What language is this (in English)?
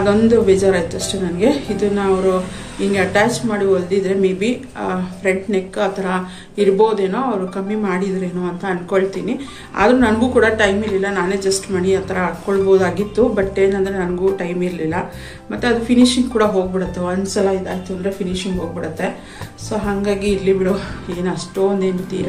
Kannada